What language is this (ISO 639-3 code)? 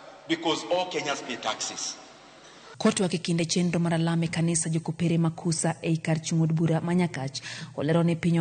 luo